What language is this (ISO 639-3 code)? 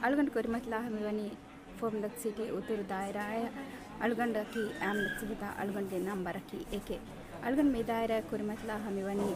div